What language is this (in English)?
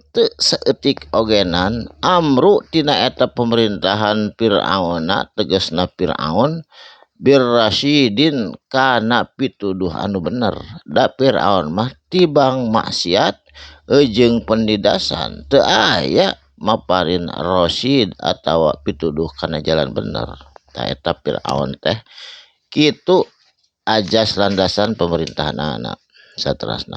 Sundanese